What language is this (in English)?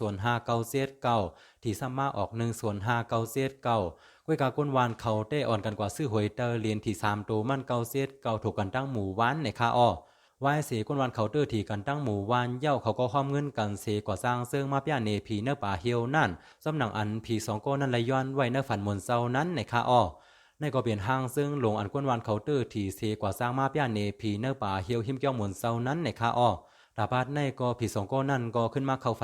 Shan